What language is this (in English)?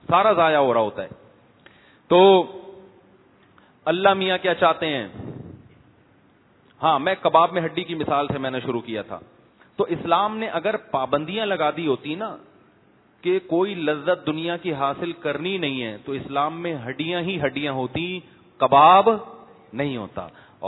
Urdu